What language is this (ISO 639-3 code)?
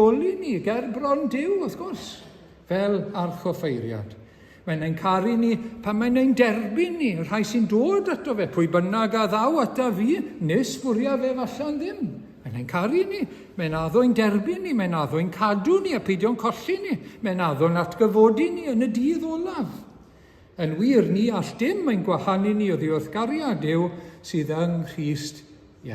cym